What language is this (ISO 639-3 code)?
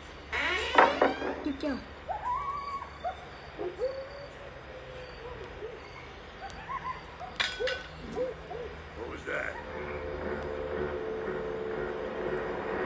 vie